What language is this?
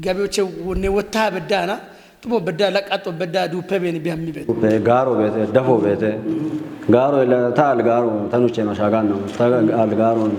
Kafa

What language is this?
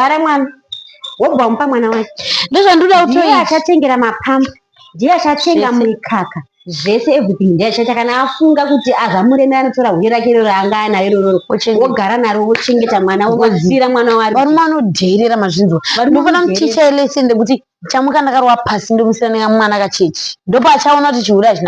Shona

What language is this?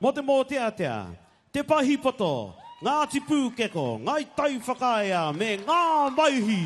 Māori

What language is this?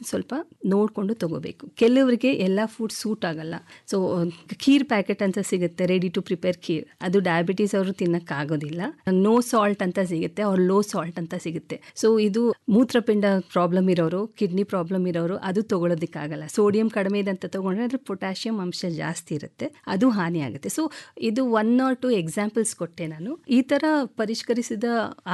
Kannada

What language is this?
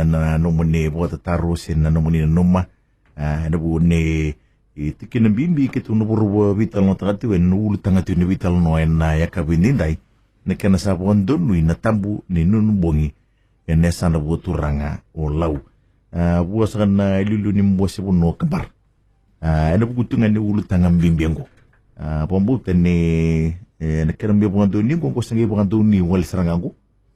Fijian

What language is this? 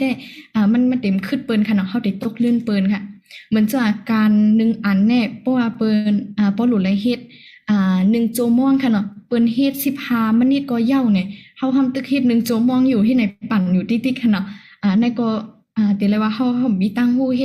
Shan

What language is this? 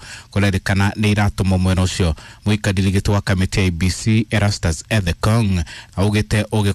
Kikuyu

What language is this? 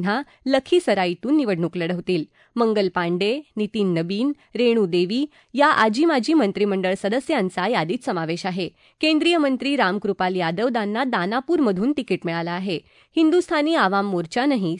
Marathi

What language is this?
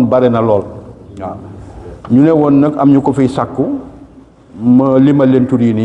Wolof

